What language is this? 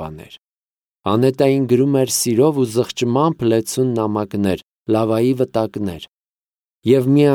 Armenian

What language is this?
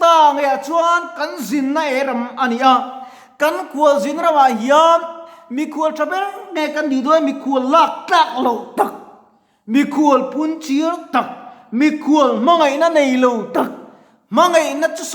Mizo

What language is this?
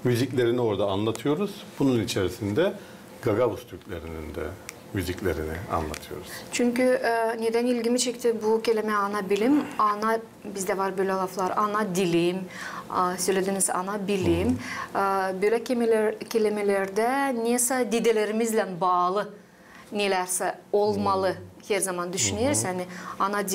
Gagauz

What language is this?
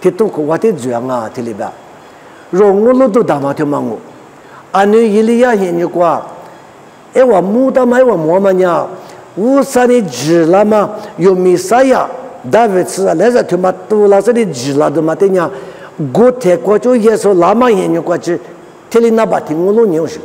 Lisu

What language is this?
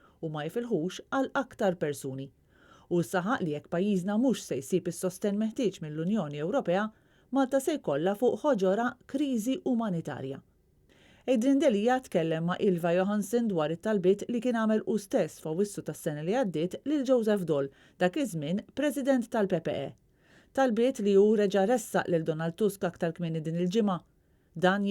Maltese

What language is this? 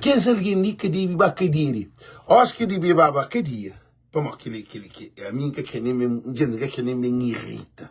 Kabuverdianu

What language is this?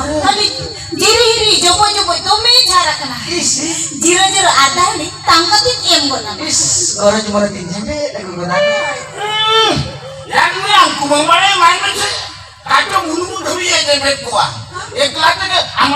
Santali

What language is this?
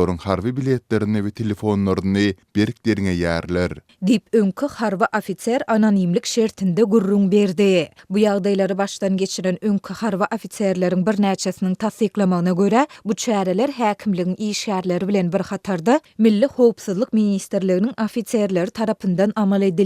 Turkmen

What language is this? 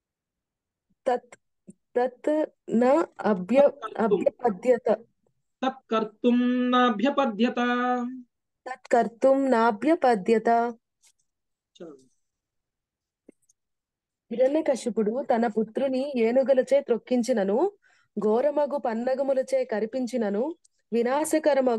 Telugu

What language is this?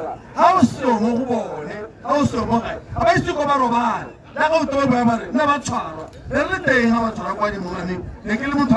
Tswana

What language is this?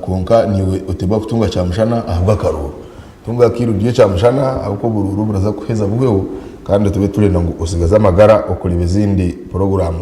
Nyankole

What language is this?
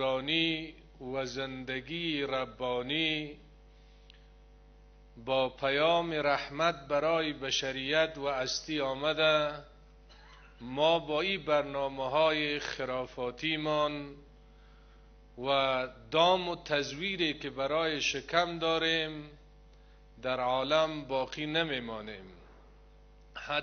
Persian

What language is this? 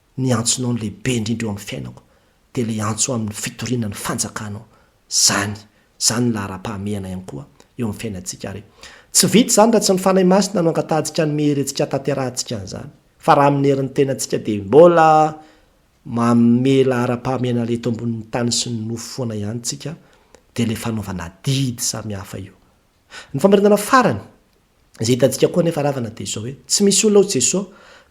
Malagasy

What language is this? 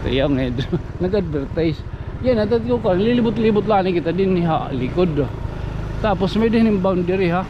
Waray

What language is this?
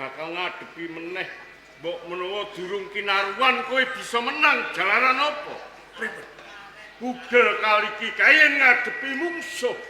Javanese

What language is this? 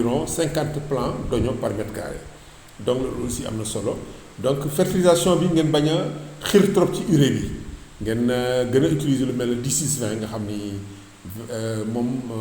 Wolof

